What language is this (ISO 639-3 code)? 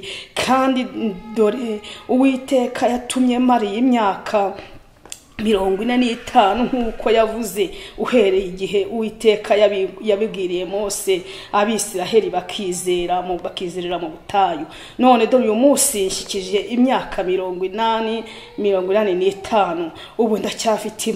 kin